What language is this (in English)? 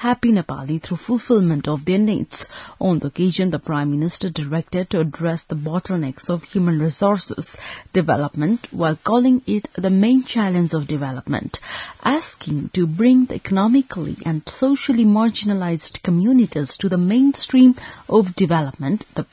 English